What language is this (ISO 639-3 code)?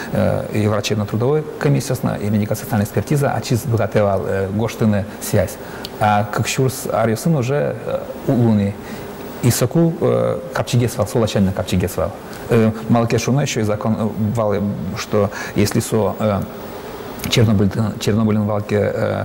udm